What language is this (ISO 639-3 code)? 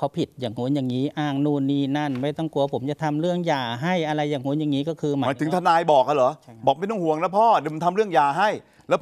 tha